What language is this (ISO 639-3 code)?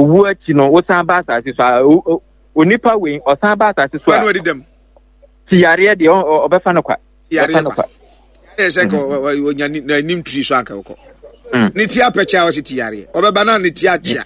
aka